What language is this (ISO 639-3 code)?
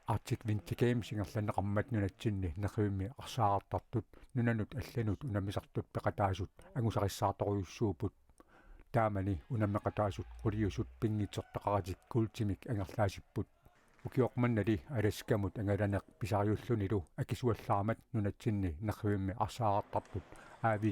kal